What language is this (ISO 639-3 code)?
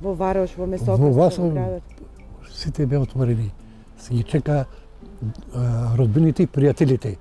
mkd